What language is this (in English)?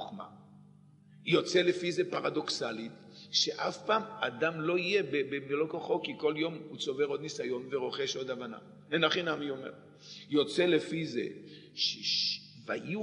Hebrew